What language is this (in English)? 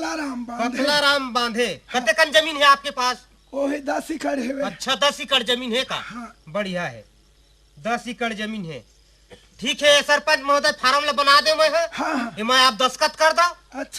Chhattisgarhi